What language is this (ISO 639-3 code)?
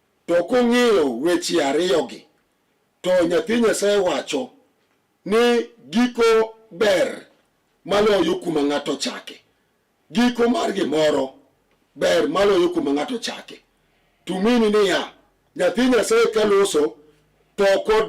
luo